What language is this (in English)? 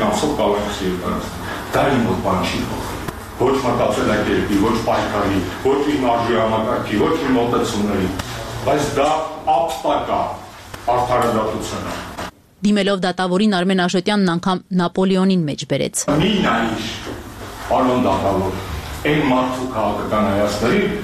Armenian